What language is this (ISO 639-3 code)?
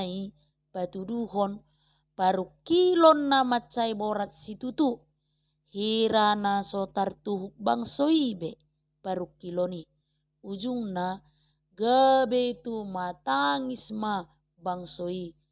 bbc